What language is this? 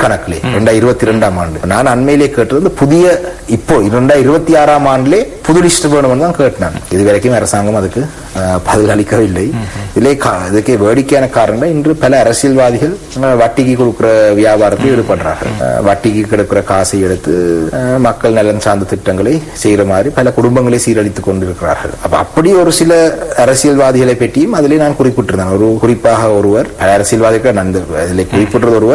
Tamil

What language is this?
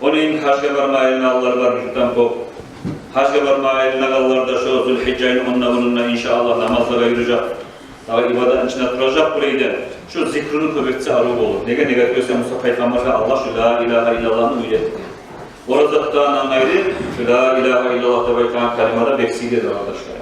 Kumyk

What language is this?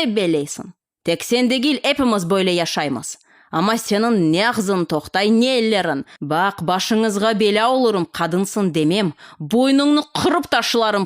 Crimean Tatar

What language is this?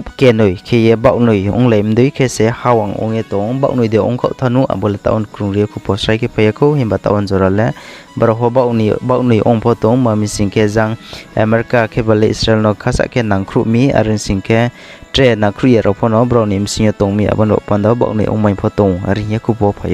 Riang (India)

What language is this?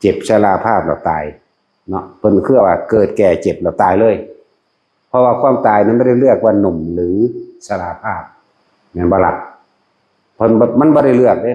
Northeastern Thai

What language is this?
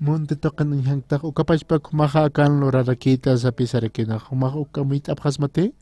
Aymara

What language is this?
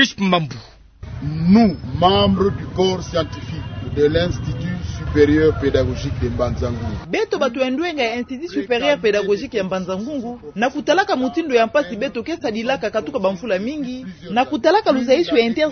Kituba (Democratic Republic of Congo)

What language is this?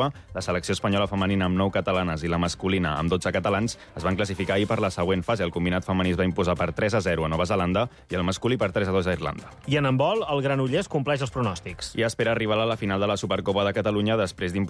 Catalan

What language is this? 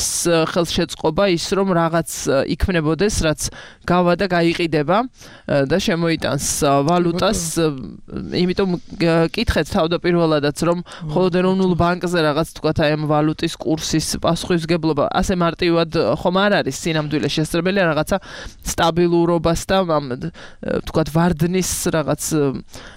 Georgian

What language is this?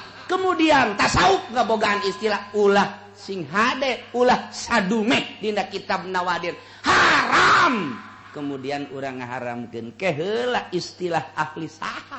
Sundanese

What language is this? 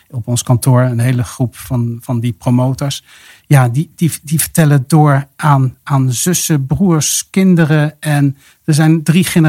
Dutch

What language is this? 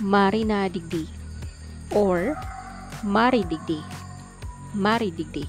Bikol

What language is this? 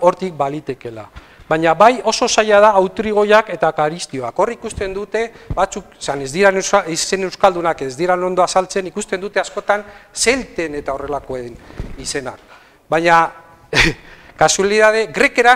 Basque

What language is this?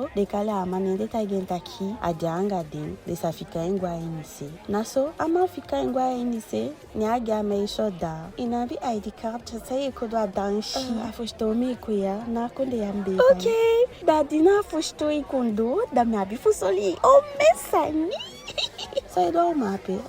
Eastern Maroon Creole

